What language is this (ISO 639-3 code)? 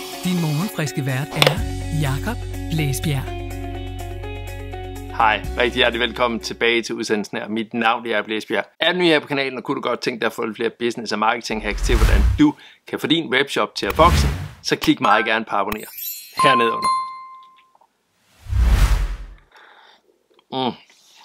dan